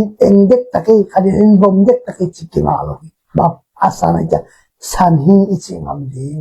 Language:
Tedim Chin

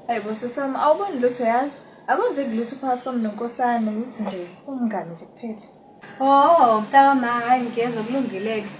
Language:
Zulu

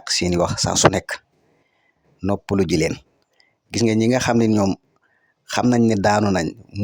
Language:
Wolof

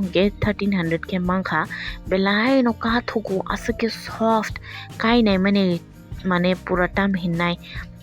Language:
Kok Borok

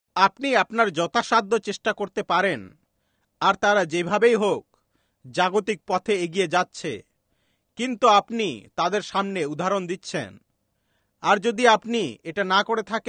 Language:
Bangla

